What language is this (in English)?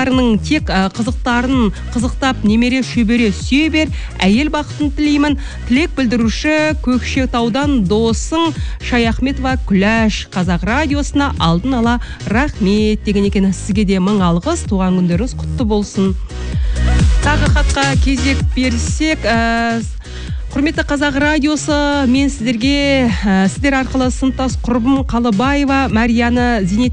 Kazakh